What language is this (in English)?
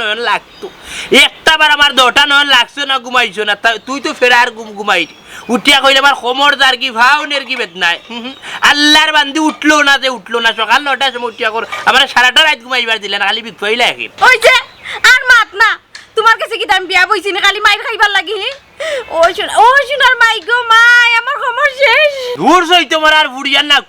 Sylheti